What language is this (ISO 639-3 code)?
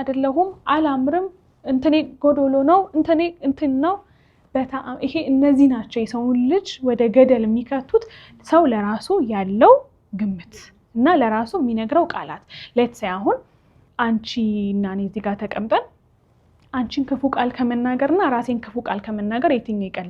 amh